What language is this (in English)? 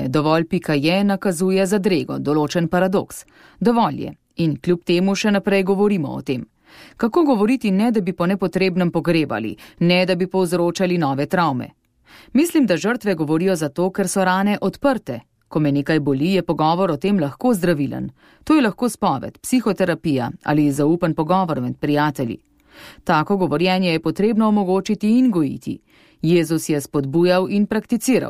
Slovenian